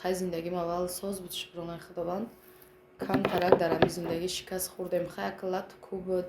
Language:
Tajik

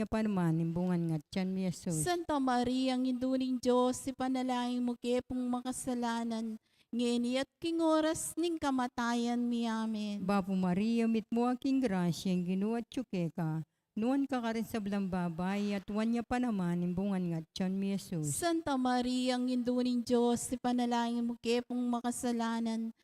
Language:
Pampanga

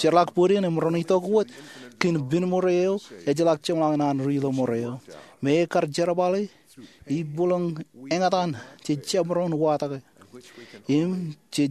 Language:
Marshallese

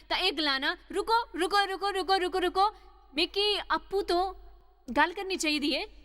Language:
Dogri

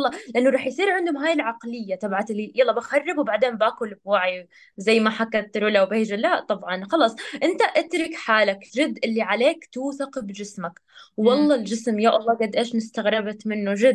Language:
North Levantine Arabic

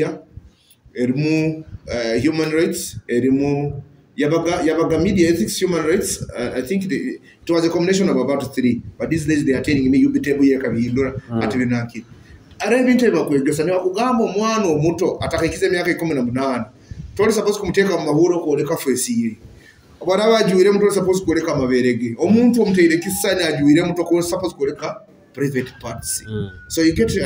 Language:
Nyoro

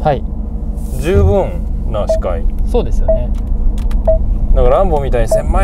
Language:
Japanese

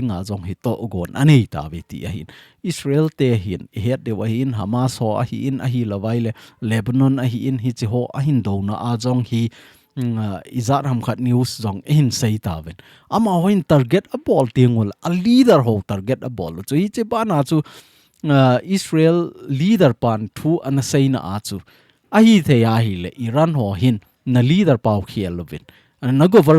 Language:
Thado Chin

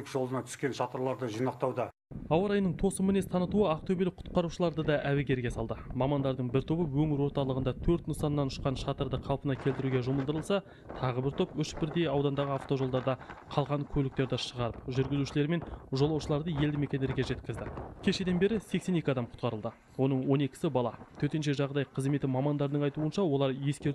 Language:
Kazakh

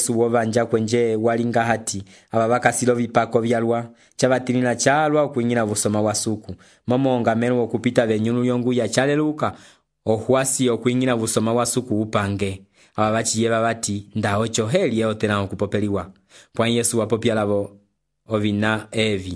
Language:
Umbundu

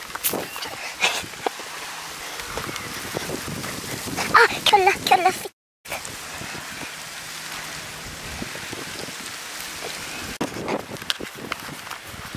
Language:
Norwegian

